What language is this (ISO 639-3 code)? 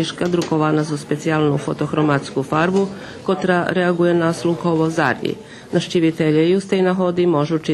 rue